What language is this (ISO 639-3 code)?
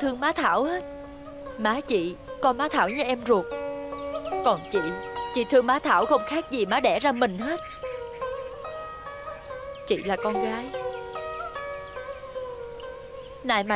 vie